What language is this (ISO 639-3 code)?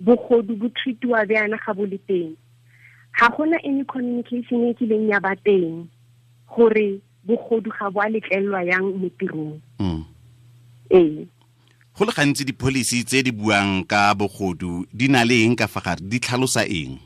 tsn